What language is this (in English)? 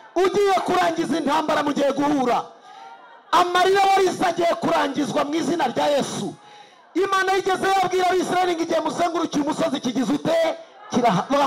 Kinyarwanda